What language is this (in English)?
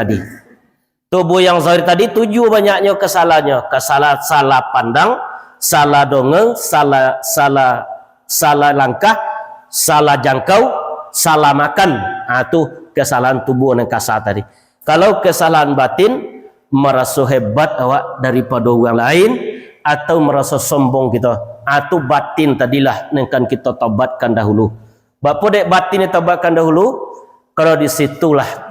Minangkabau